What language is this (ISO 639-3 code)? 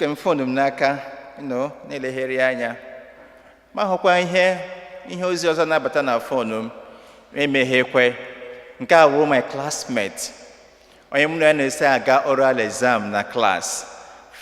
ibo